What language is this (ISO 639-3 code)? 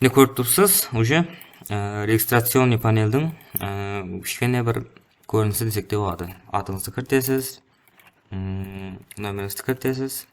kaa